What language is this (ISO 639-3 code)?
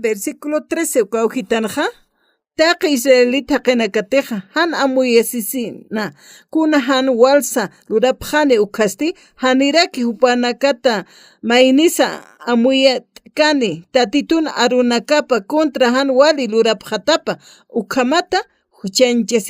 aym